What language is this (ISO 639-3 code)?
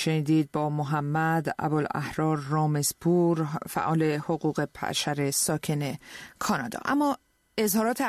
fas